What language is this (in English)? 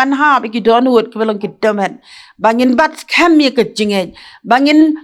Khasi